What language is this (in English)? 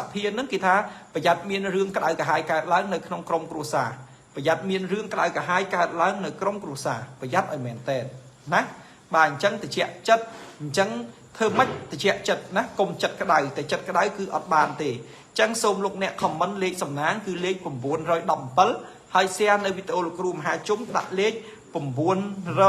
Khmer